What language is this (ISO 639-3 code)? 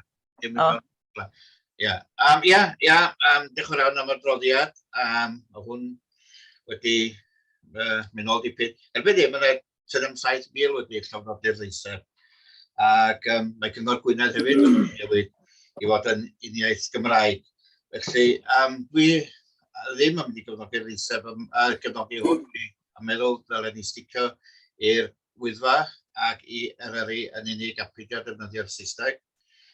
cym